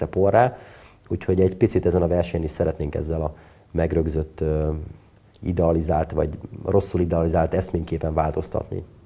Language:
Hungarian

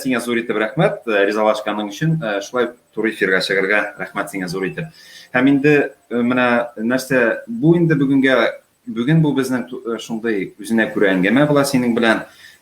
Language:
Tatar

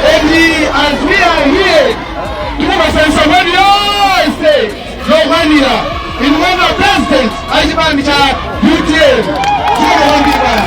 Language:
Nyanja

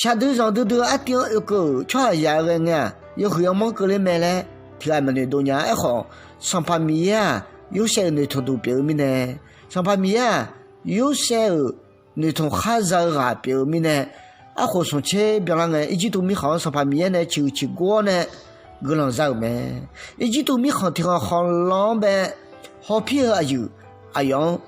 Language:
Akha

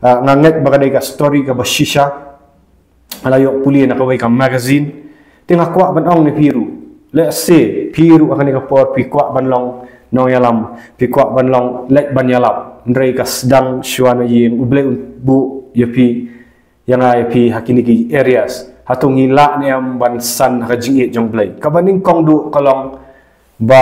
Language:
Khasi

